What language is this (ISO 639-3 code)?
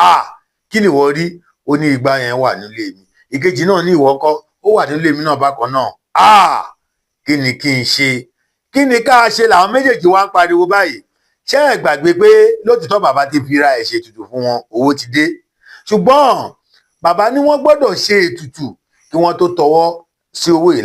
yor